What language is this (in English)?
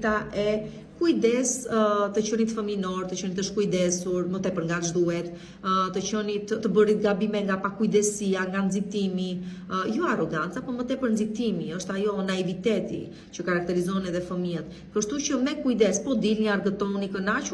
Albanian